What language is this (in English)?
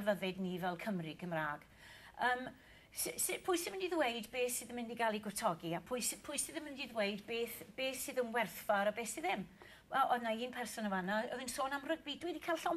Welsh